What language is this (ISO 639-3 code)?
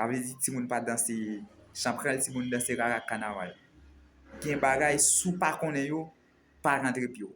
hat